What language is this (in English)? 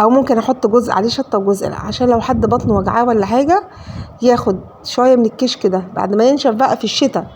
Egyptian Arabic